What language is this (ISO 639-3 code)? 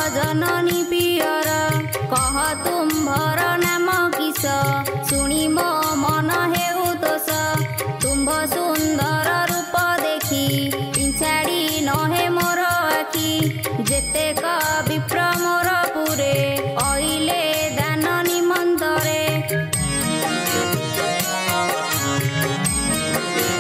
ori